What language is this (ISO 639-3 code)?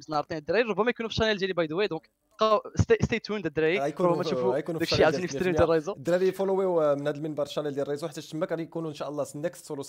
ary